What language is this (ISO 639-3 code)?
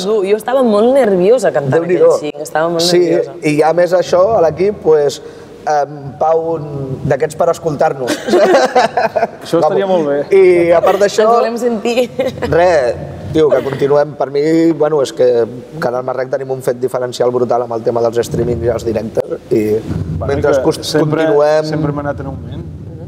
cat